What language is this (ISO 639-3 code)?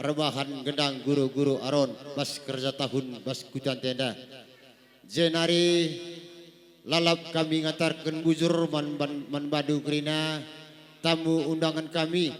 btx